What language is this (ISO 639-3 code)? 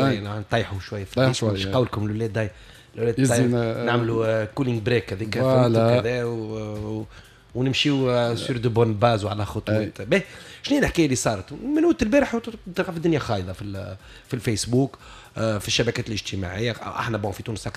aeb